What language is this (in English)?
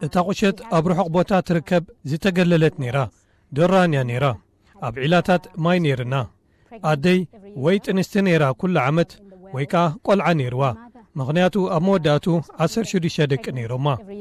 Tigrinya